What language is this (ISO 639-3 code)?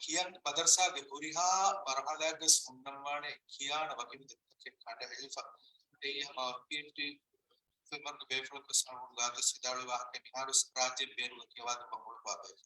div